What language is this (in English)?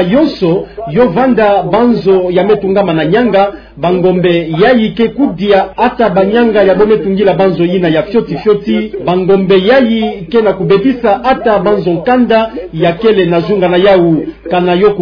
Kituba (Democratic Republic of Congo)